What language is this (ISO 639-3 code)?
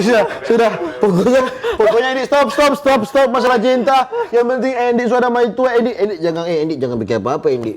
xmm